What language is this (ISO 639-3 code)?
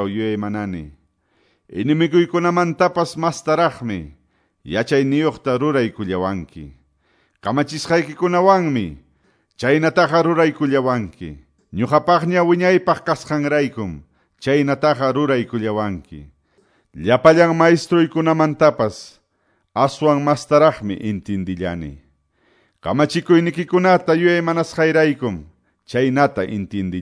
que